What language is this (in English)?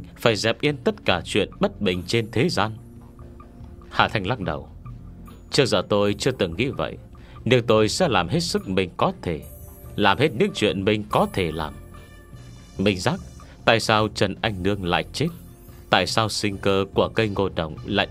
Vietnamese